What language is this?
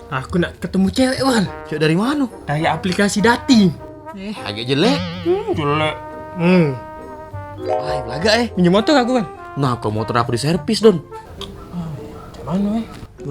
Musi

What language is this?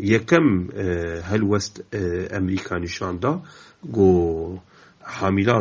Kurdish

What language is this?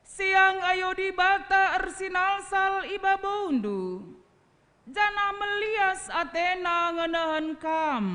Batak Karo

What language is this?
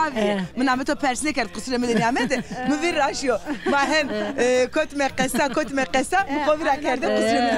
Zaza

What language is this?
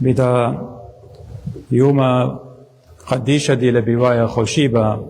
Assyrian Neo-Aramaic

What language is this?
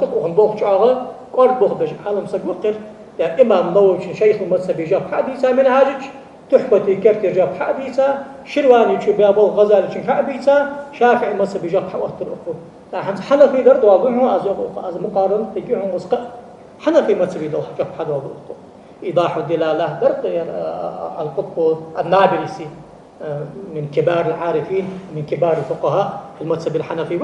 Ingush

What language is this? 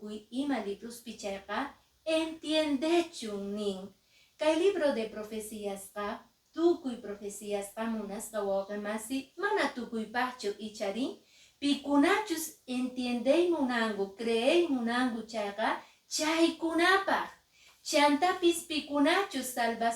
Quechua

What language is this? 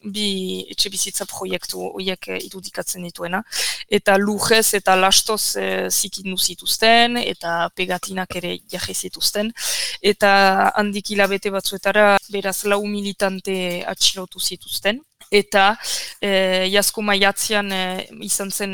Basque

